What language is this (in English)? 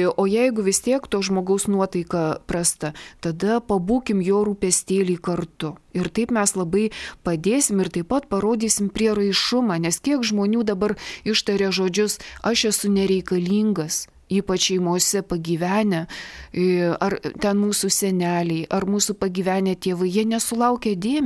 Lithuanian